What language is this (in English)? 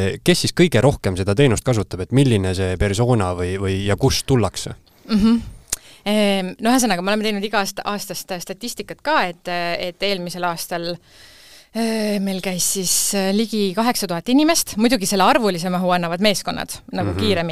Estonian